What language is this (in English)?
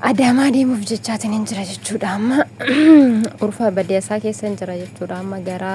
Oromo